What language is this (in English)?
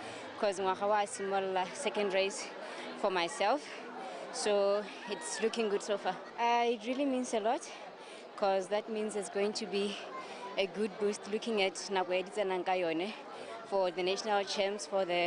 Tswana